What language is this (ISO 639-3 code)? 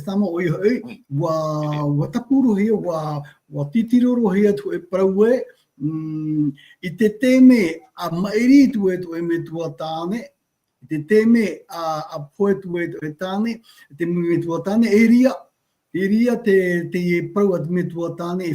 tah